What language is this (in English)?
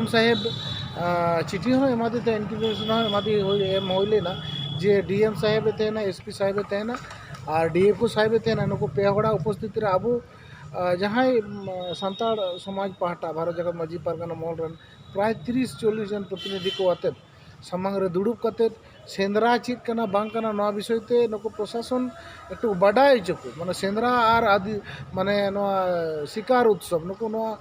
Santali